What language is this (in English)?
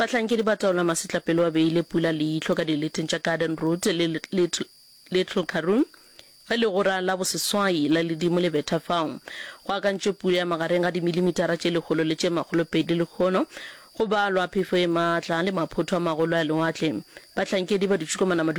Northern Sotho